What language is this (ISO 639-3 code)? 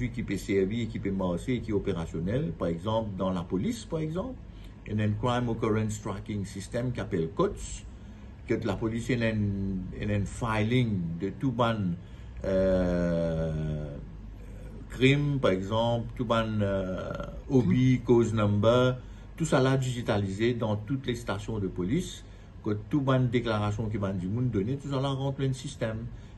mfe